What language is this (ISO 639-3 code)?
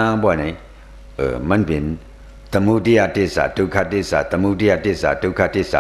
shn